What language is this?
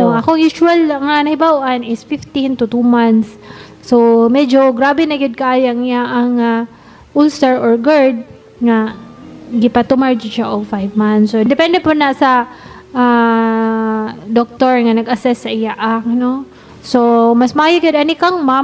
Cebuano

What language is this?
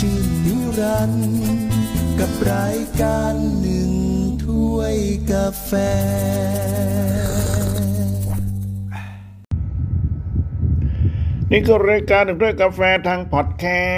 Thai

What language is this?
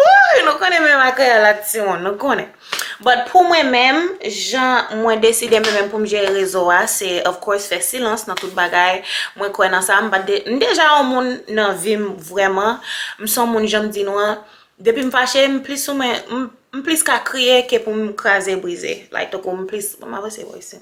Haitian Creole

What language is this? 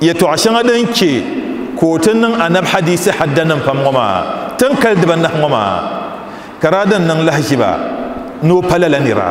Dagbani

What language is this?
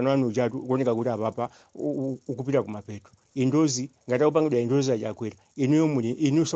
Nyanja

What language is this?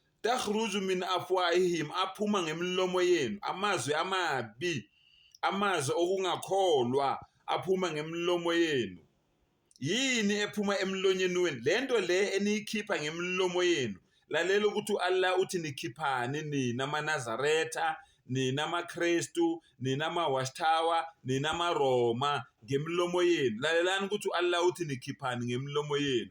Zulu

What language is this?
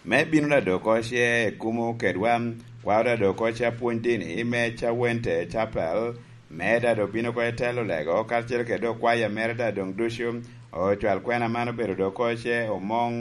Lango (Uganda)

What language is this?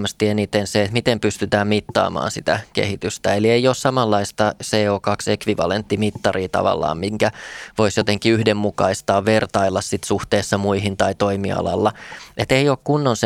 Finnish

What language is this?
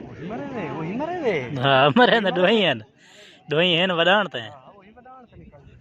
Saraiki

